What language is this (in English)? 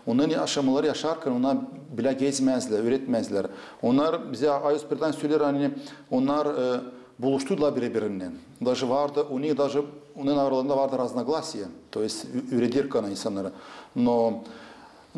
Gagauz